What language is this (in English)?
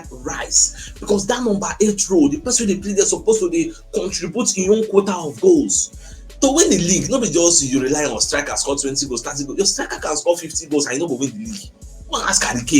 Nigerian Pidgin